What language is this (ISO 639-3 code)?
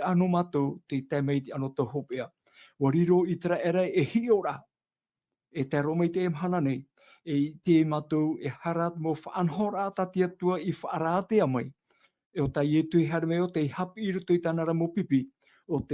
tah